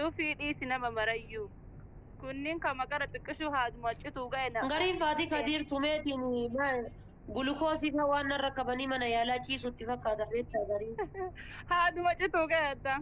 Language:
Oromo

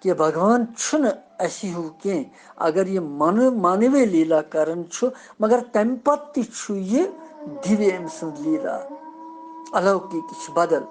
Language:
Kashmiri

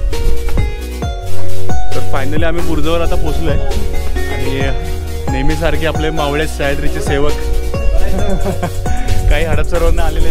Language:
Marathi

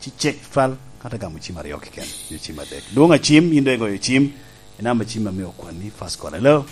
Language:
Lango (Uganda)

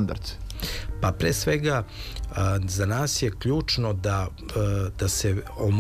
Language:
Serbian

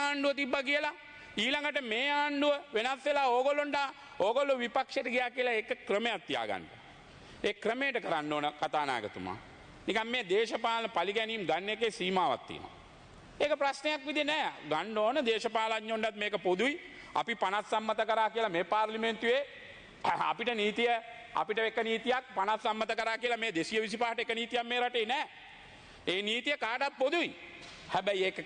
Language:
Sinhala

